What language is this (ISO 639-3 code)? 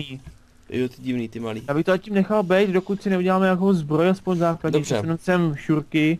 ces